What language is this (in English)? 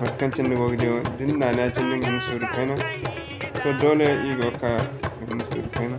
Zarma